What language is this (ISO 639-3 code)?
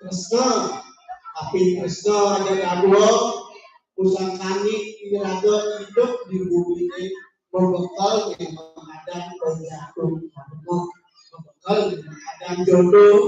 ban